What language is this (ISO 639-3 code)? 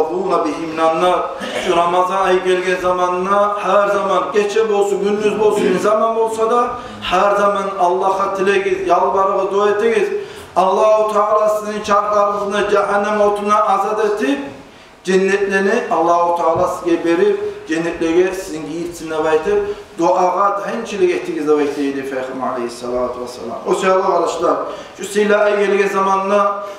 kum